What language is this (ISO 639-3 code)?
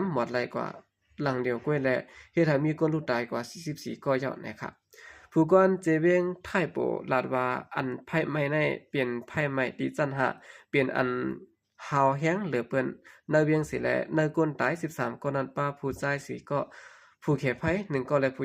shn